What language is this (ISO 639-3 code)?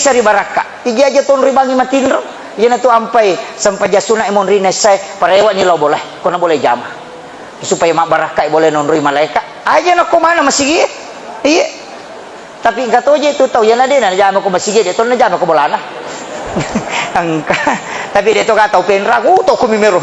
bug